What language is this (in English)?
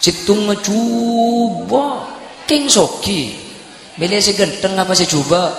Madurese